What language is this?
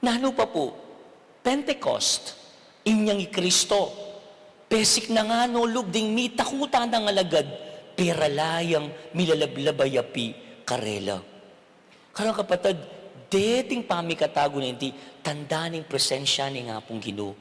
Pampanga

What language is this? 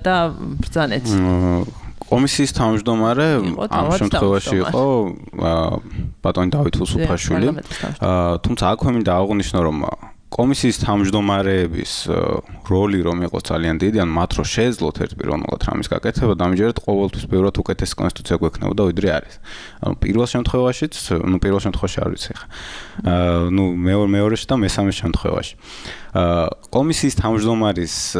Georgian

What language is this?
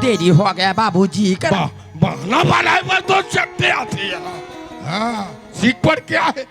Chhattisgarhi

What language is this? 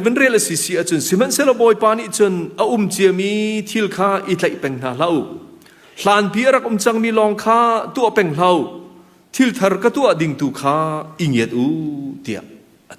Hakha Chin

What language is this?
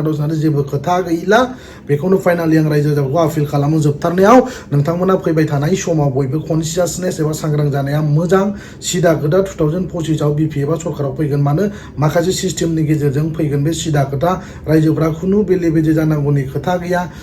Bodo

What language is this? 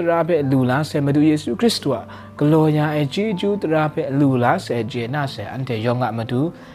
Kachin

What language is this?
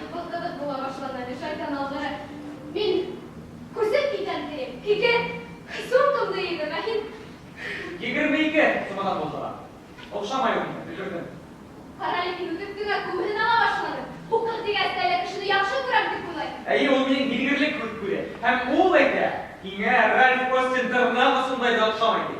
Bashkir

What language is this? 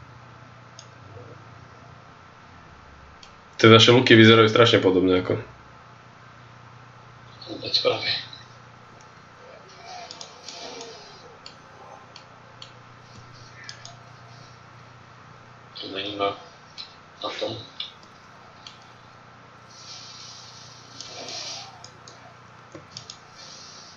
Slovak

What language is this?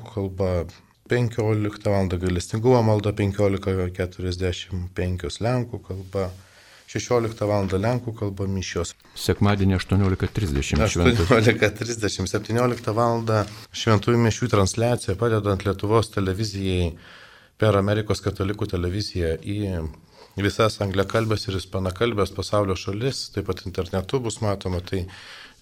Lithuanian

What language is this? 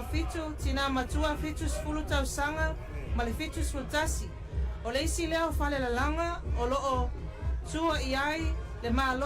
Samoan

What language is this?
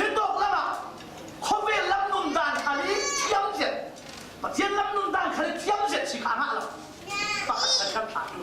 Falam Chin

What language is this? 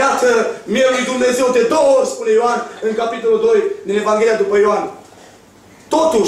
Romanian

